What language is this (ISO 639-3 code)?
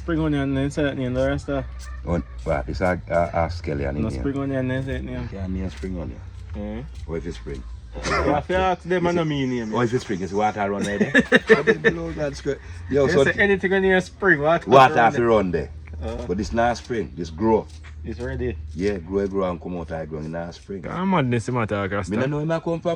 jam